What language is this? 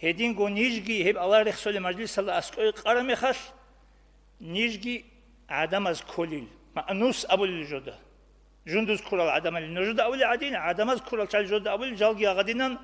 Avaric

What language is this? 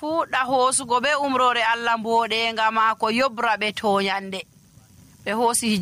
Nigerian Fulfulde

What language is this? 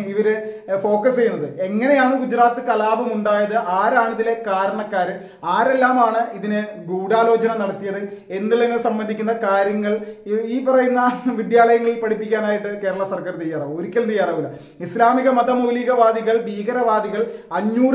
Malayalam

